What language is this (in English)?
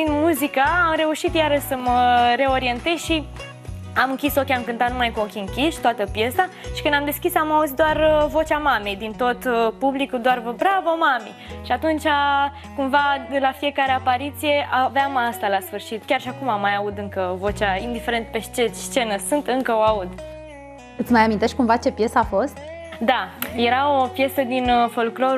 Romanian